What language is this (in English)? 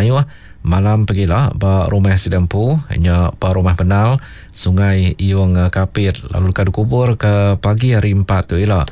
Iban